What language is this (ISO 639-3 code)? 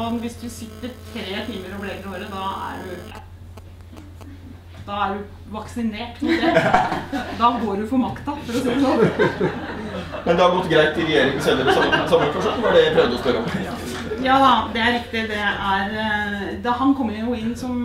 nor